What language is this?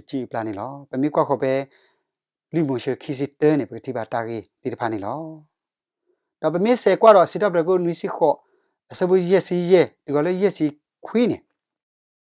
S'gaw Karen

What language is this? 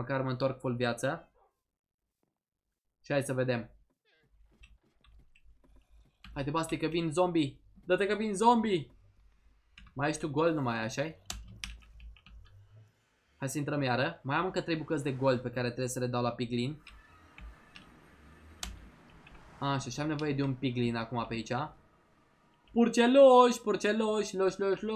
Romanian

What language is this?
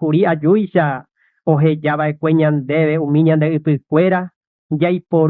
Guarani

